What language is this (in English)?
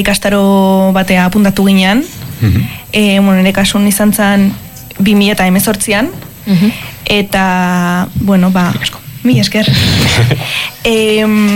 Basque